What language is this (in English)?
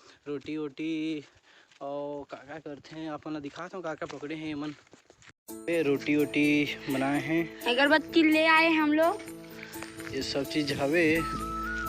Chhattisgarhi